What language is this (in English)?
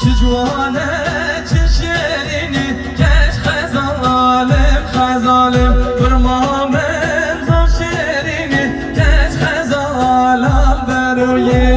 Kurdish